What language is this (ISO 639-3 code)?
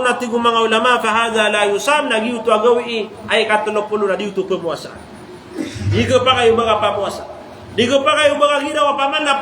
mrw